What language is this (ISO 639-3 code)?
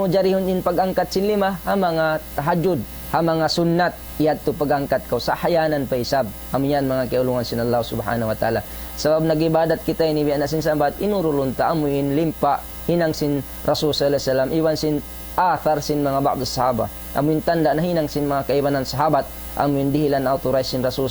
tsg